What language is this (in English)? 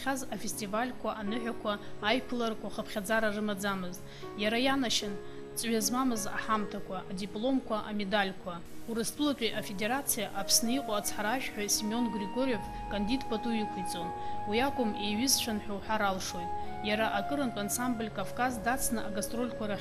Abkhazian